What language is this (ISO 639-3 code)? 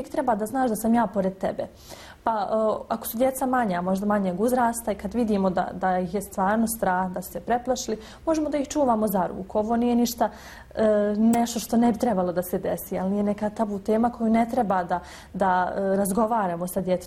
bos